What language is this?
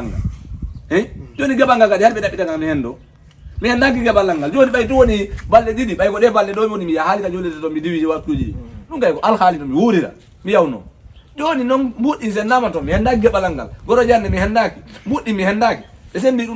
Fula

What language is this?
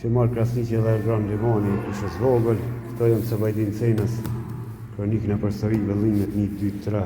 Albanian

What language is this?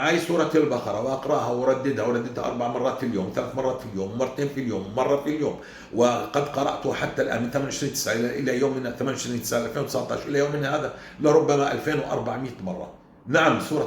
North Levantine Arabic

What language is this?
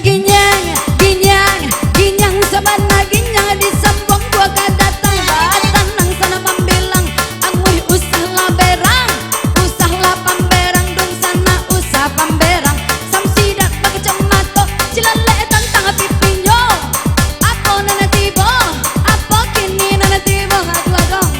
Minangkabau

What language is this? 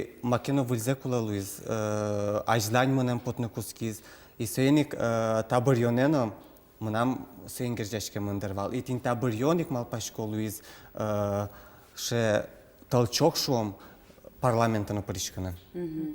Udmurt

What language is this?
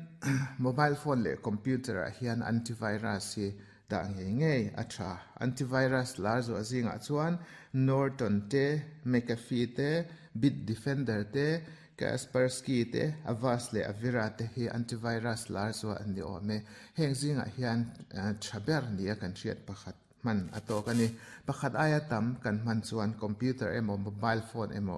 Mizo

